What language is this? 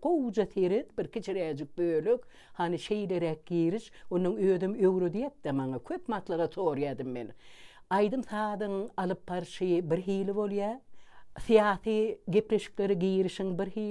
Turkmen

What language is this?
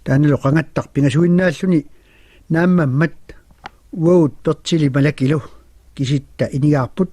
Kalaallisut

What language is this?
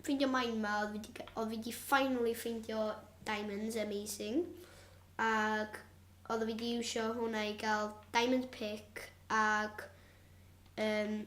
Welsh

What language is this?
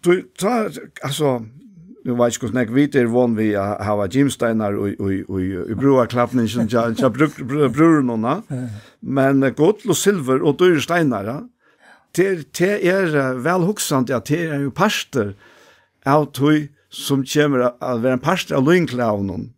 Faroese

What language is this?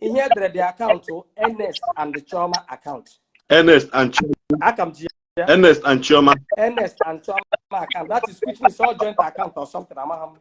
Igbo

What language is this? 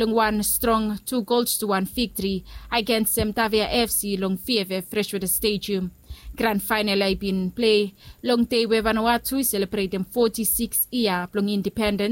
Bislama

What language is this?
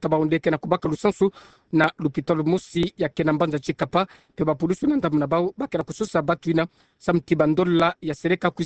Kituba (Democratic Republic of Congo)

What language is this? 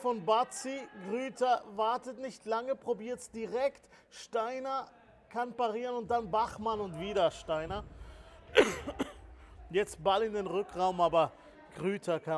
German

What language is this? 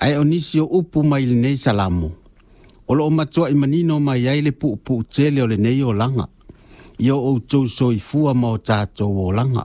Samoan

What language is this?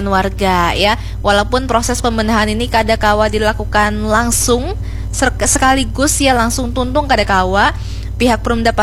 Banjar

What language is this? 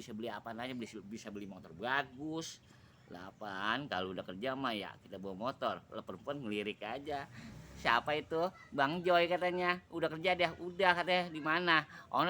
Betawi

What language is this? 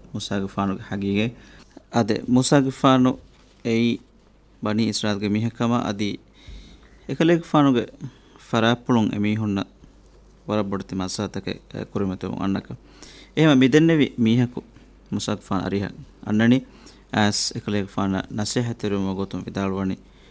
Divehi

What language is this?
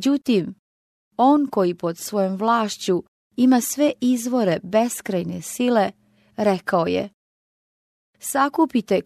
Croatian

